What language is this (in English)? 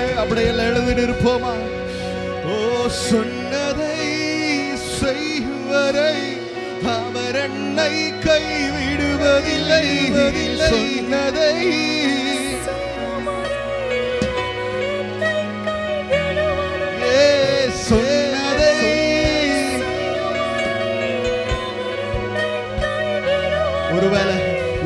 Tamil